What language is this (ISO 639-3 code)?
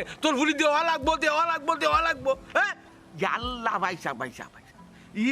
syl